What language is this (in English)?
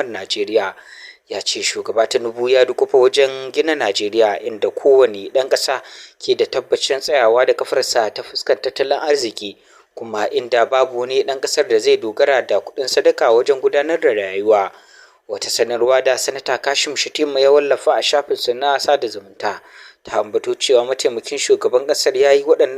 Hausa